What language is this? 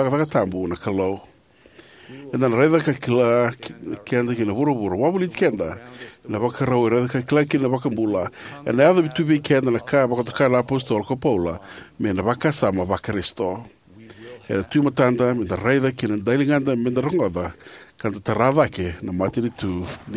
Fijian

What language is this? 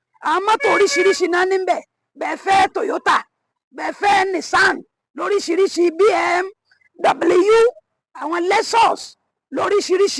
Yoruba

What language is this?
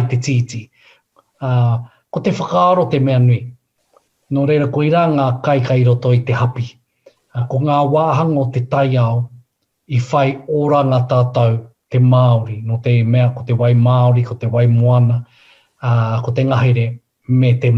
Māori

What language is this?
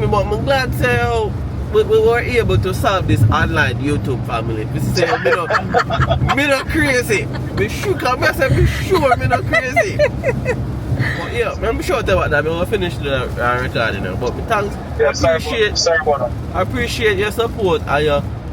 Jamaican Creole English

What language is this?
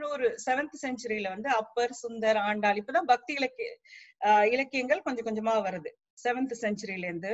Tamil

